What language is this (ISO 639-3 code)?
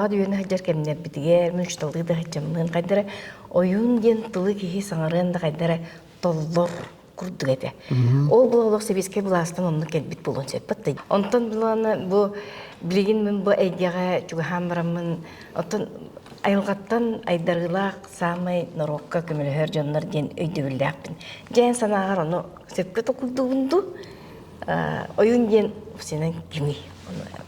sah